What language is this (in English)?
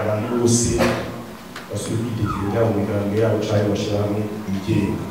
Rundi